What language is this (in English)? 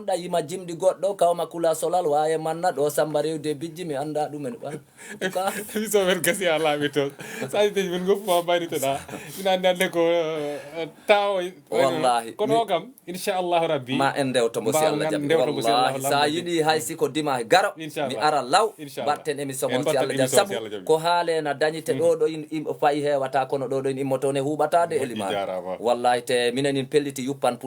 Fula